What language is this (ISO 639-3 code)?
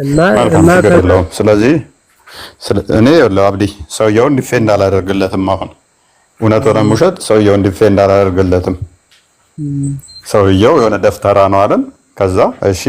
amh